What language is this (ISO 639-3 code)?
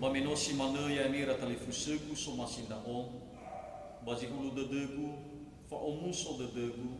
nia